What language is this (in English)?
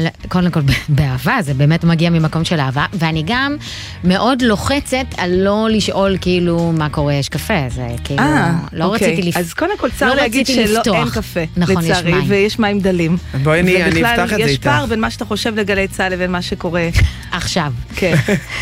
Hebrew